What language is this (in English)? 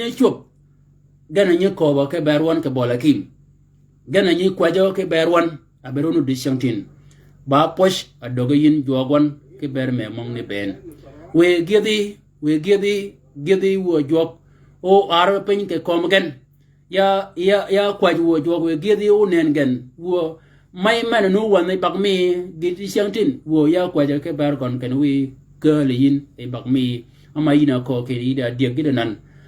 Shilluk